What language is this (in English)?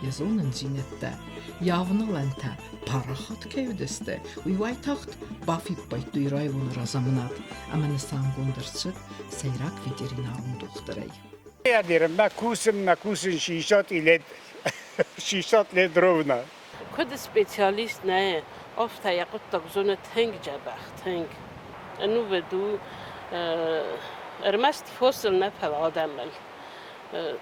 Ossetic